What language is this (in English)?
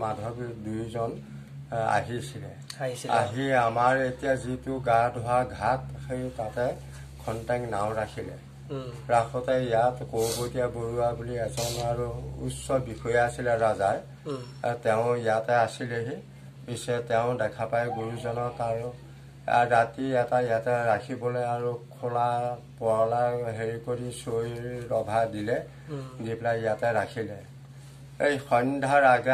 Assamese